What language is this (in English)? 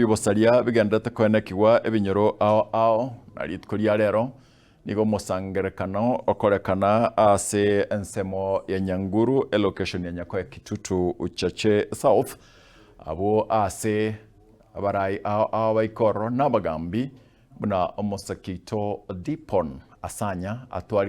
Gusii